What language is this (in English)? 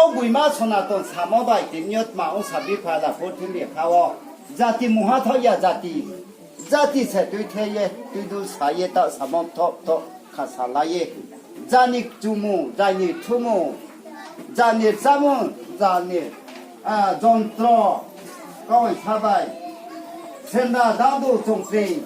Riang (India)